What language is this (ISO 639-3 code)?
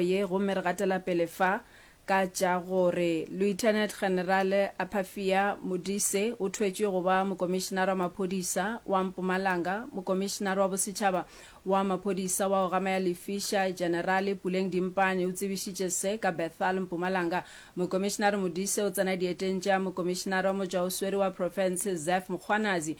nso